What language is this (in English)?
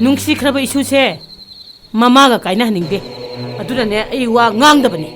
Manipuri